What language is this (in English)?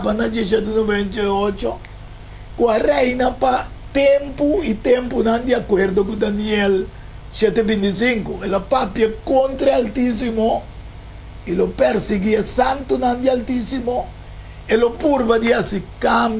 Papiamento